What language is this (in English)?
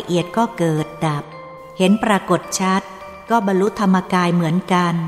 Thai